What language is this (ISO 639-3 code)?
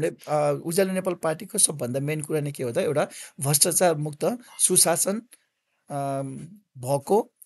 nep